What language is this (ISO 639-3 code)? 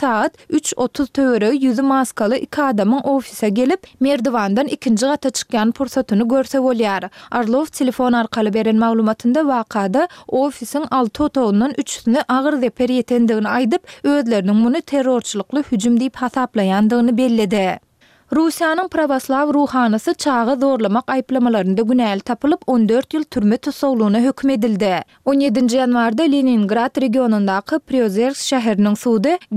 tuk